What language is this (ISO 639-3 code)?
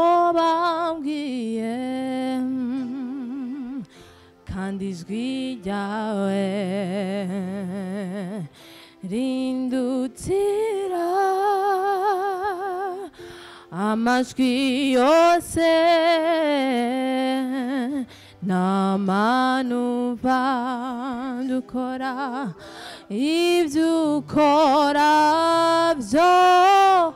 kin